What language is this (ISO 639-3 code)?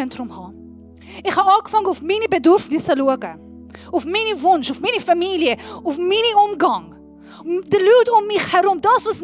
gsw